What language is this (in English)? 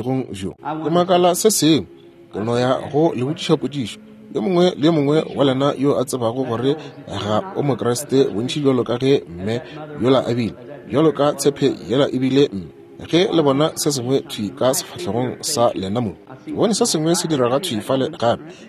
Northern Sotho